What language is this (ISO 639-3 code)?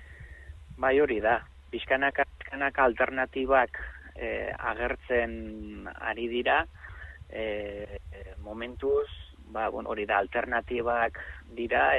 eus